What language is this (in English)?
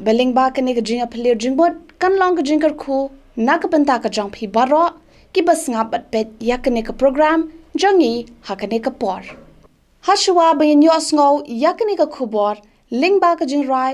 Khasi